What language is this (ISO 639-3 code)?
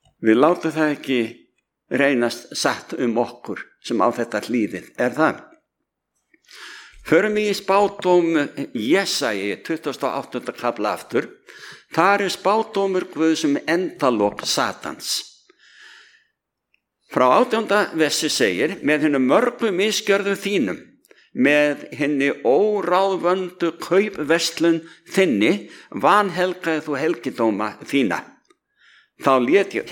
isl